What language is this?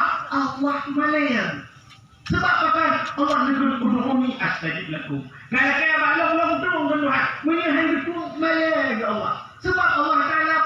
Achinese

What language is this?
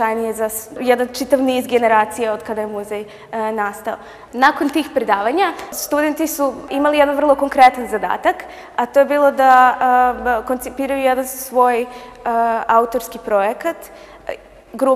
Serbian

